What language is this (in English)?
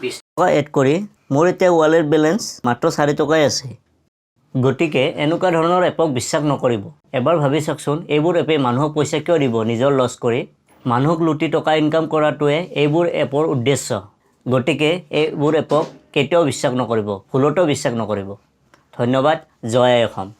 Assamese